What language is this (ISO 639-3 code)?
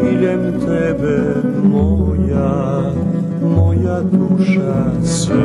rue